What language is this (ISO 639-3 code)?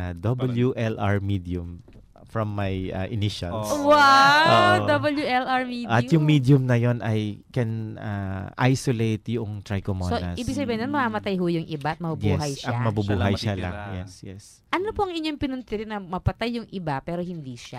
fil